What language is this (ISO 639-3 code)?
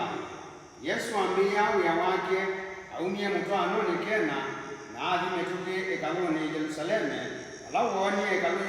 kam